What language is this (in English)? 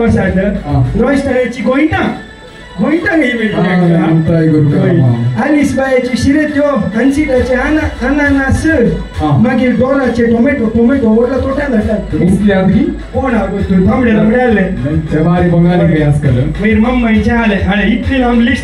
Konkani